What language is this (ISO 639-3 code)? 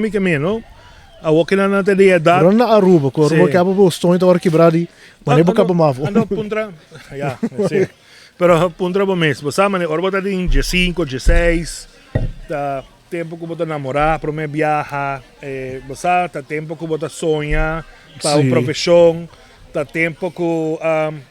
pap